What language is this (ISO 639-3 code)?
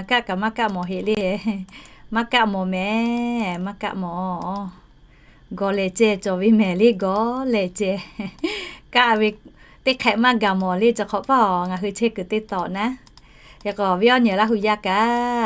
lhu